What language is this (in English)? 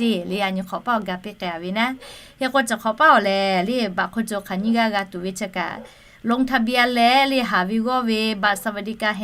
Lahu